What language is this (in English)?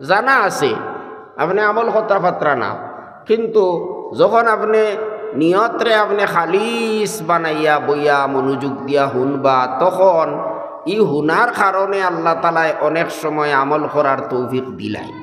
Sylheti